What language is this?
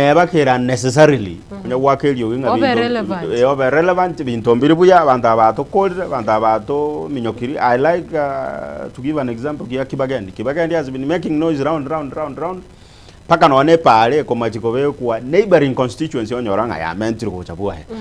Gusii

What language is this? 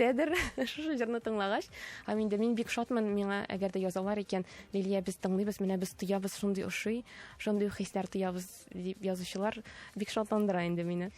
Tatar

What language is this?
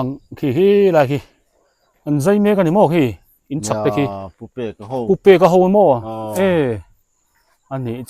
Biete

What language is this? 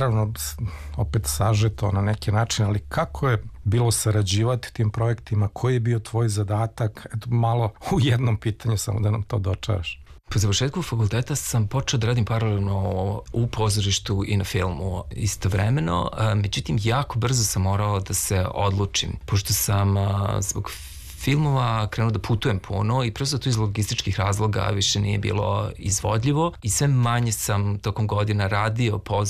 Serbian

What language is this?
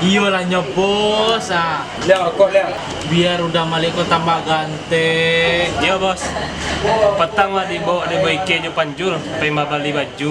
Minangkabau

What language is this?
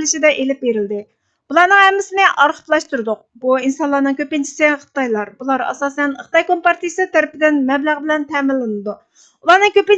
Uyghur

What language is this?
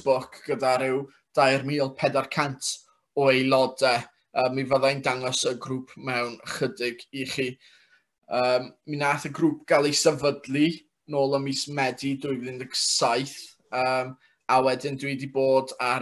Welsh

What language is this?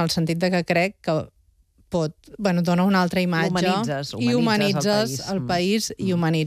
Catalan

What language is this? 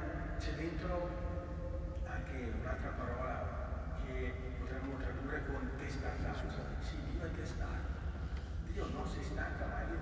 Italian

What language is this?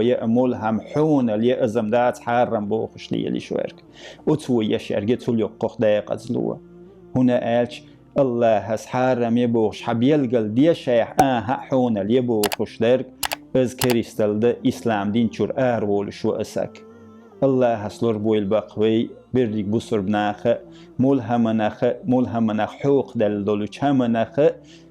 Chechen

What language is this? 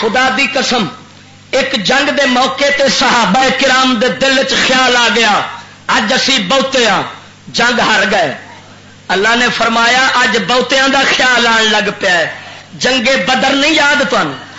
Western Panjabi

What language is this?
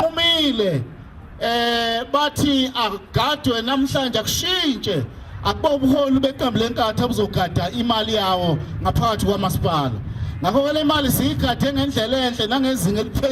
Zulu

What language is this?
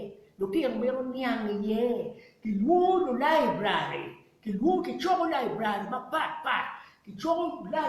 Acoli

